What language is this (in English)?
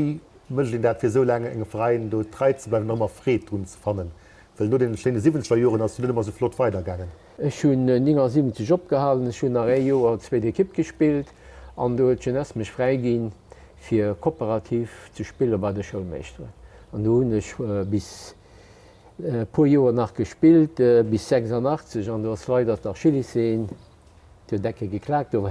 Luxembourgish